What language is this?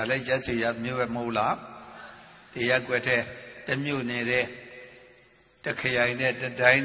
Burmese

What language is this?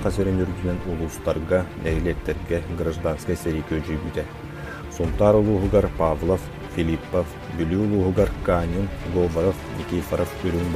Yakut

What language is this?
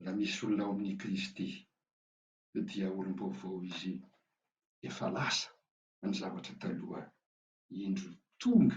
Malagasy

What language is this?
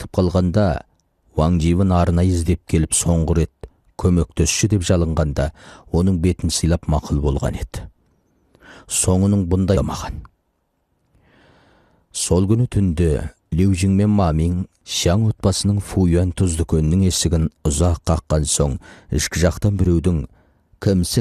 Kazakh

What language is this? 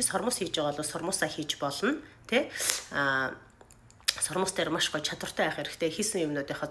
Mongolian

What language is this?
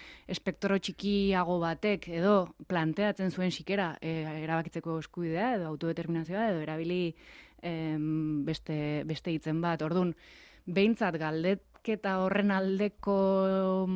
Basque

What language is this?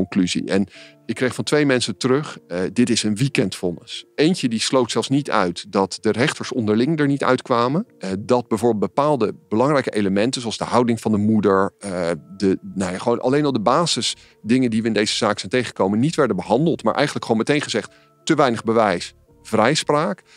Dutch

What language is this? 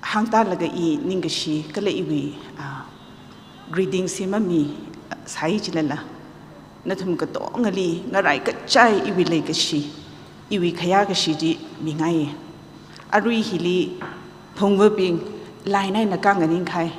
Tangkhul Naga (India)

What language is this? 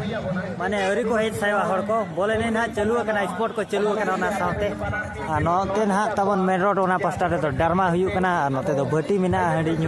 Santali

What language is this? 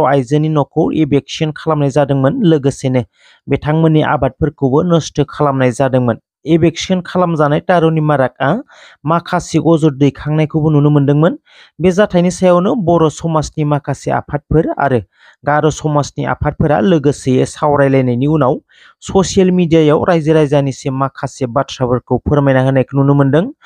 Bodo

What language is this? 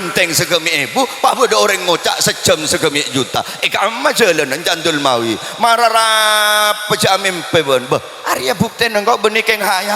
Madurese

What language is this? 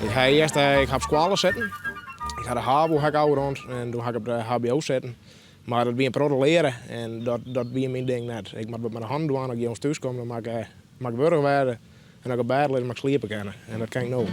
Western Frisian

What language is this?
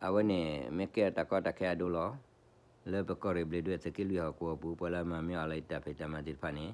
S'gaw Karen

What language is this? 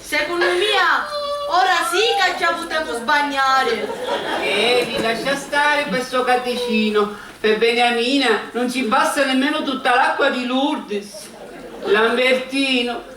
Sicilian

